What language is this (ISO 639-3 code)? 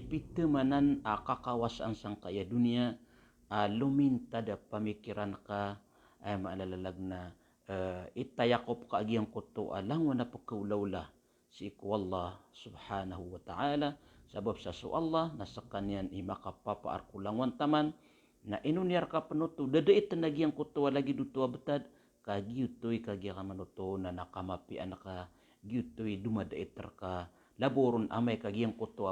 mrw